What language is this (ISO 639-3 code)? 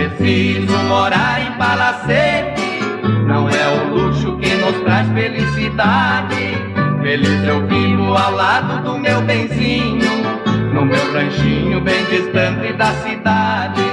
por